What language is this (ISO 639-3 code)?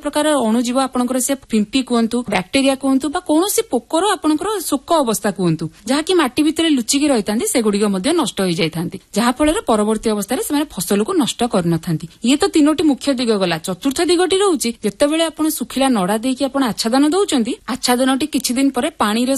ori